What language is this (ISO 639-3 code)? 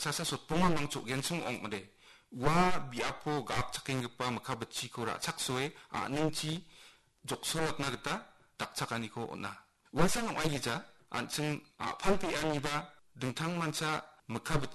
grt